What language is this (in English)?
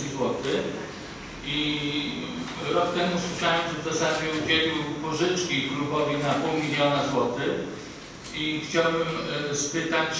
Polish